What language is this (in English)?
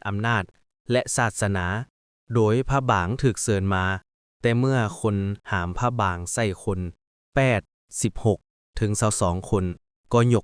Lao